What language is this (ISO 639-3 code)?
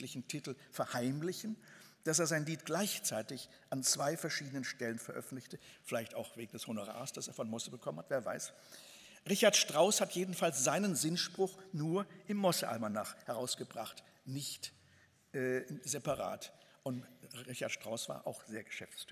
deu